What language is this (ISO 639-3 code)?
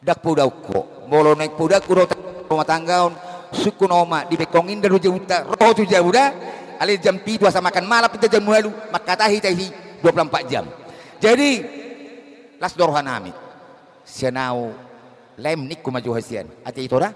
bbc